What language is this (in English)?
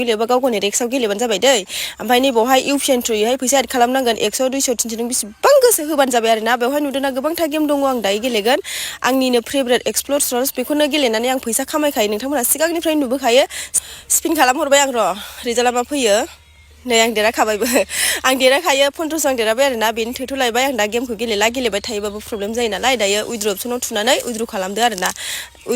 Bodo